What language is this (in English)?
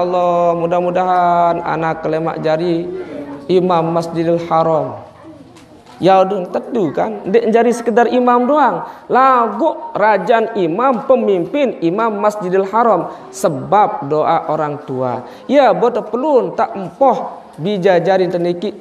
Sasak